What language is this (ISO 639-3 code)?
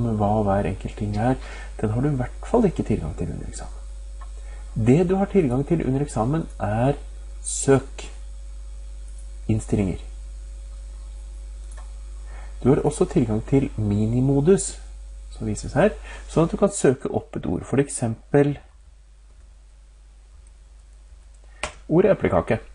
nor